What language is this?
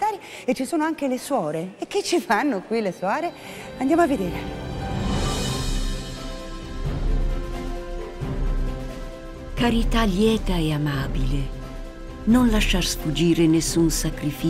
Italian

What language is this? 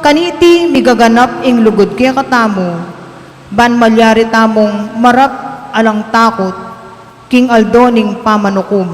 Pampanga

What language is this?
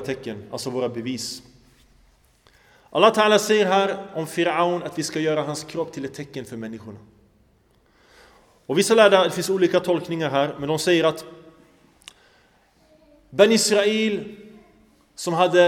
Swedish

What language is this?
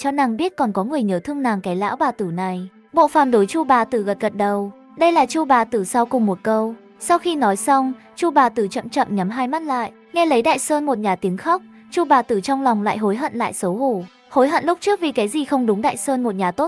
Vietnamese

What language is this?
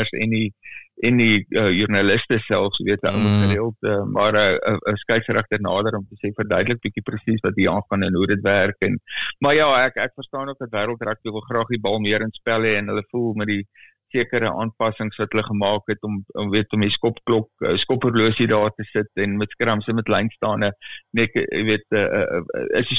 Afrikaans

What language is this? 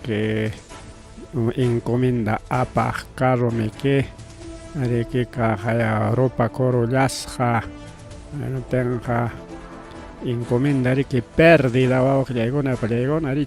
Ayacucho Quechua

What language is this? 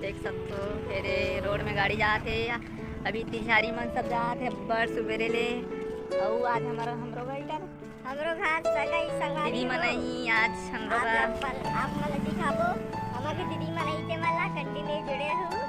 Chhattisgarhi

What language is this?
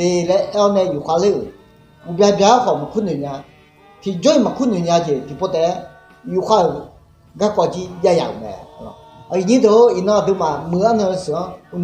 Akha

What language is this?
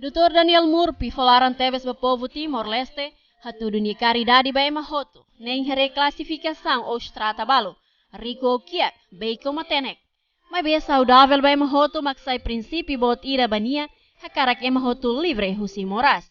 Tetum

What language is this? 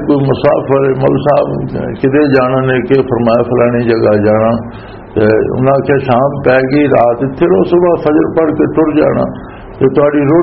Western Panjabi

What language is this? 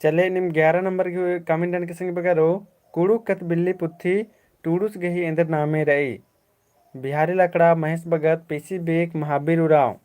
Kurukh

